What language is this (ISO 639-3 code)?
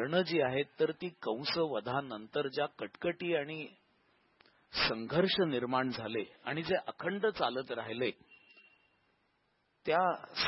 mar